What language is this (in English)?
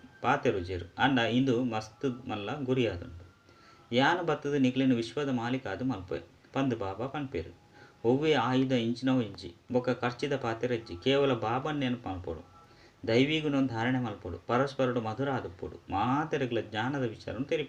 Tulu